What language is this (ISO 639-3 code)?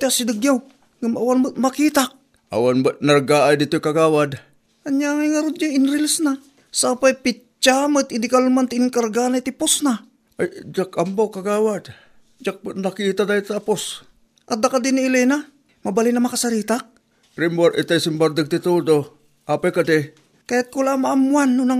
ilo